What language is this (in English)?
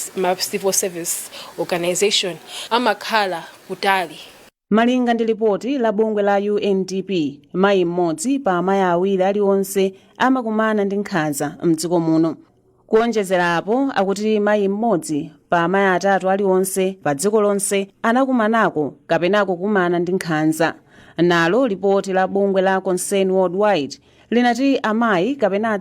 Nyanja